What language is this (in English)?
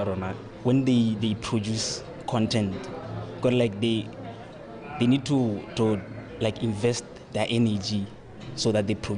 Tswana